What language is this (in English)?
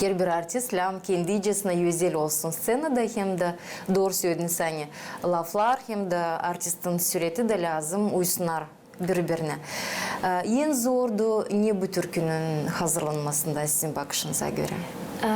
Gagauz